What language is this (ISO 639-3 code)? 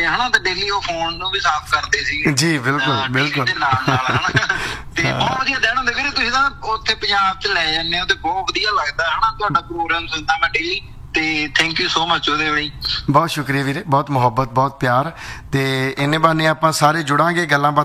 pan